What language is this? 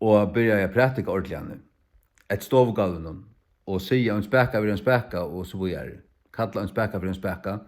Faroese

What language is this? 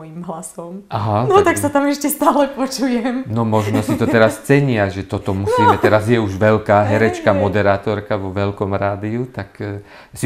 Slovak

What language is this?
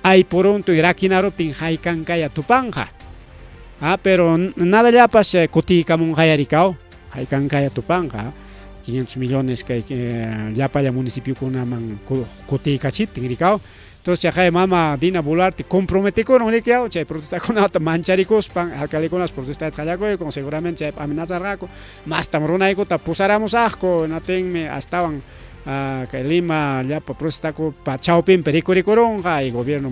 Ayacucho Quechua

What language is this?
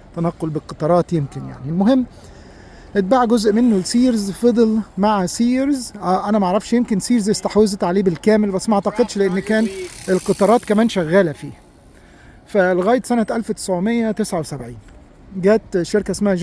Egyptian Arabic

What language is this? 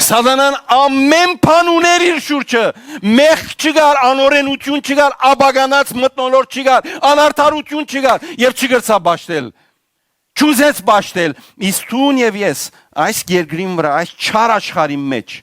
Western Armenian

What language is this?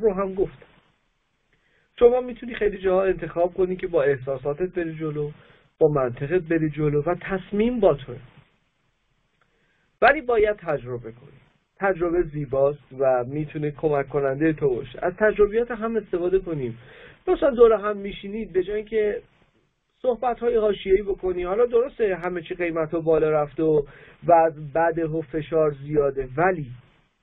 Persian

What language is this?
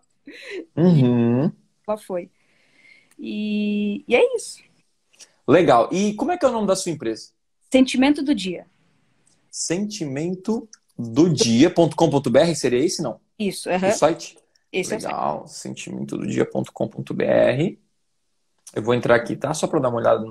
Portuguese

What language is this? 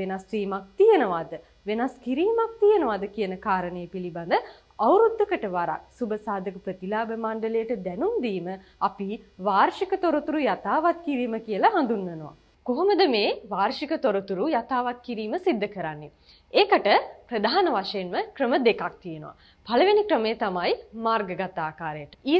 Sinhala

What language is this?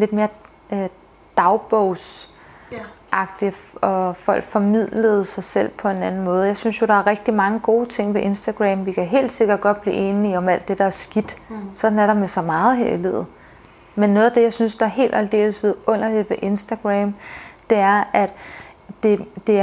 Danish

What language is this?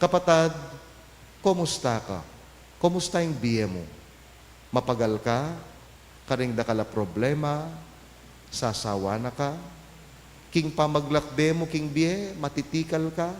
Pampanga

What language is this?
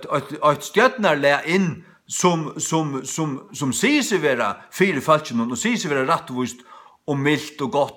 Faroese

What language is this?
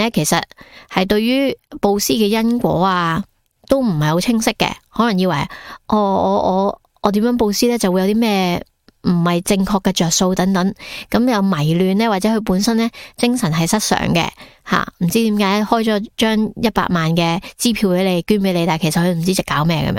Cantonese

